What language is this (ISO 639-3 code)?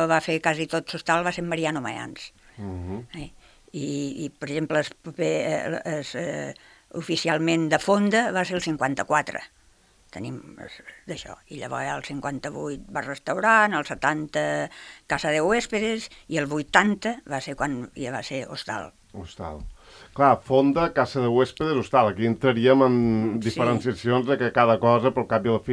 cat